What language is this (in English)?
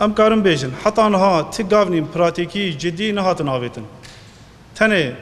Kurdish